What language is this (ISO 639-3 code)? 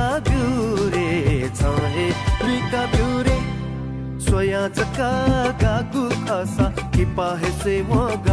new